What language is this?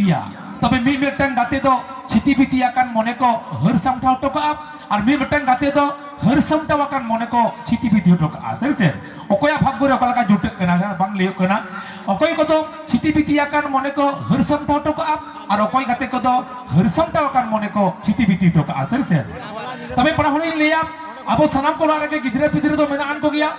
Santali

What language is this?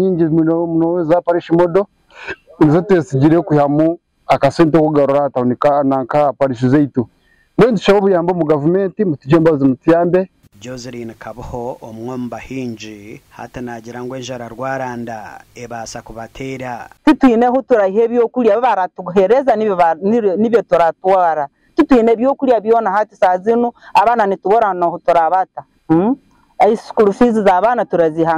Nyankole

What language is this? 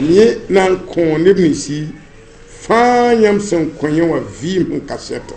Mossi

